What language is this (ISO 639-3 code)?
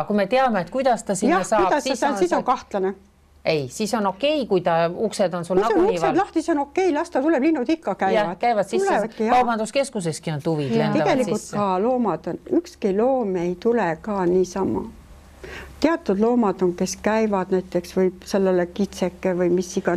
est